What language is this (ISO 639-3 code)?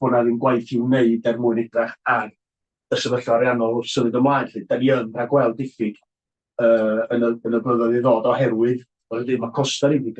cym